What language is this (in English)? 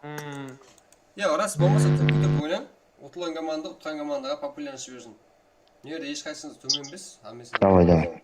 Kara-Kalpak